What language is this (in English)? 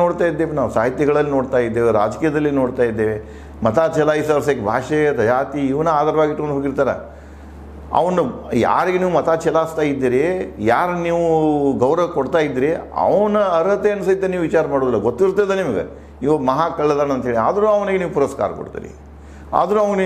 Kannada